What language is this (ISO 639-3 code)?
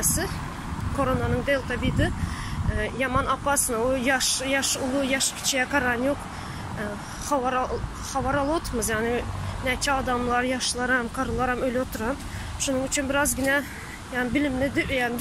tuk